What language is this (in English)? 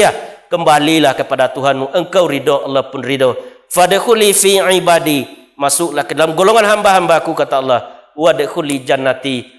Minangkabau